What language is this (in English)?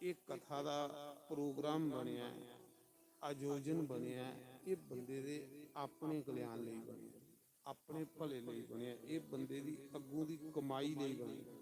Dogri